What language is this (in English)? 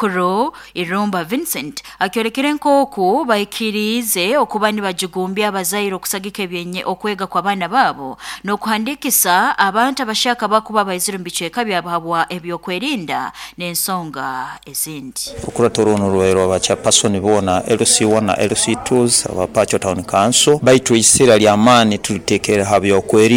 Nyoro